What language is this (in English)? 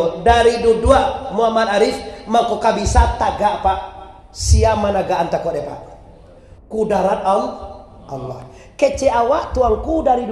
Minangkabau